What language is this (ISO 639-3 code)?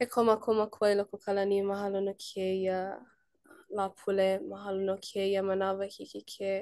haw